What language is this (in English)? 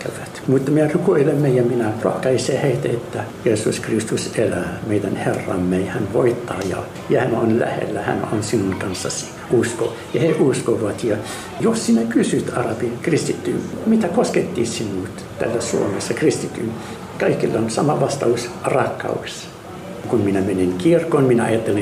Finnish